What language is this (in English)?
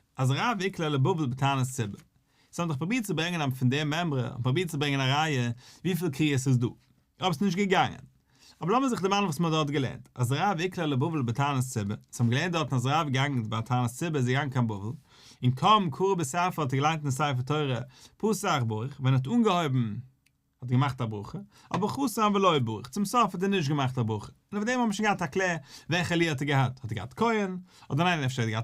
Yiddish